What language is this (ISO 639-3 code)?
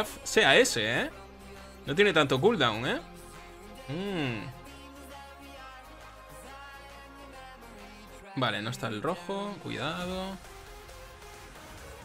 spa